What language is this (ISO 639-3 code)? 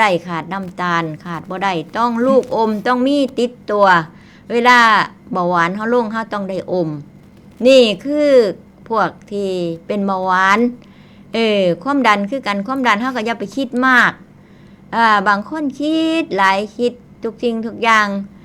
tts